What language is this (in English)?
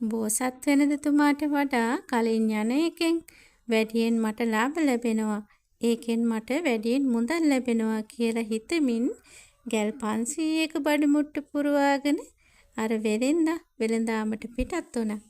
Sinhala